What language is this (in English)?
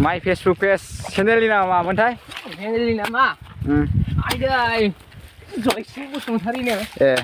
Bodo